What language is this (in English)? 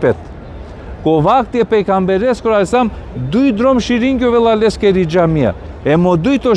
Balkan Romani